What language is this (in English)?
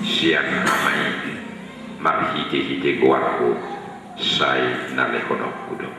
Batak Toba